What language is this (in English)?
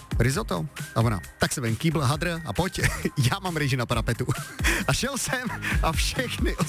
Czech